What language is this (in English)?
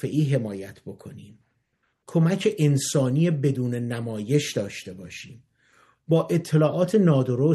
Persian